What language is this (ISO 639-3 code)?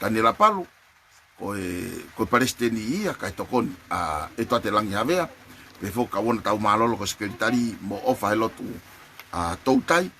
ton